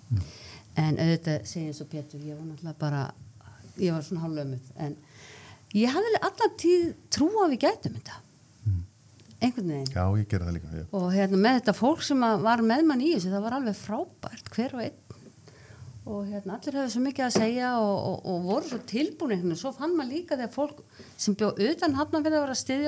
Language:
Icelandic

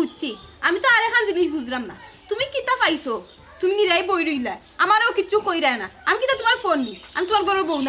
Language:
Sylheti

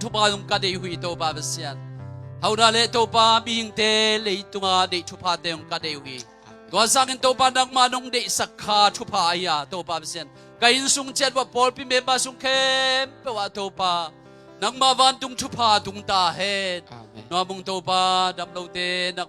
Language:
Tedim Chin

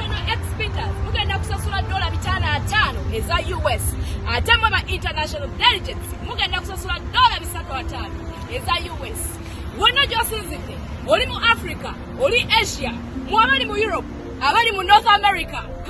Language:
Ganda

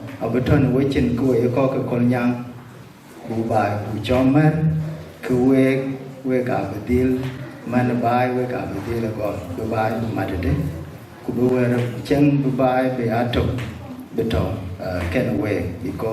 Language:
Dinka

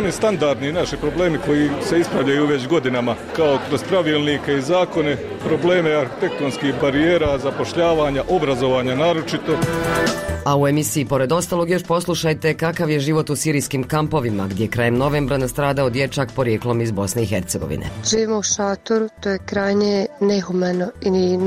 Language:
Bosnian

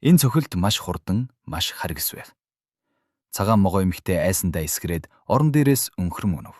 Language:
Mongolian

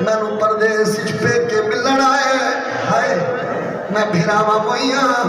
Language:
Saraiki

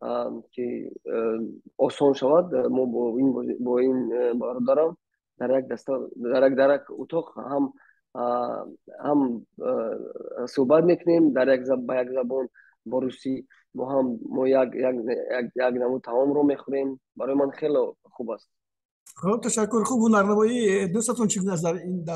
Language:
Tajik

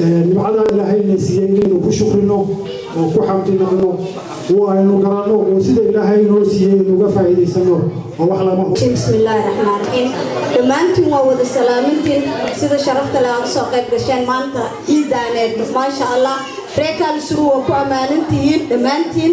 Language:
Somali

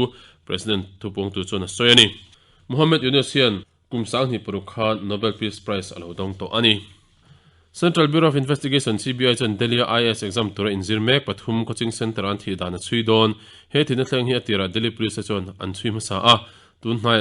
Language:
Mizo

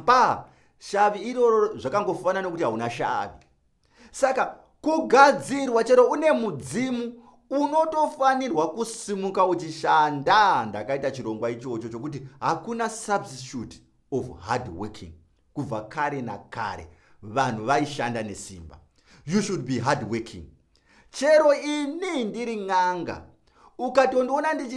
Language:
Shona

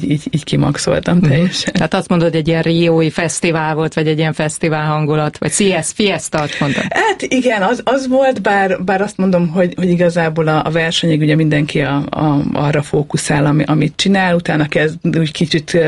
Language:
Hungarian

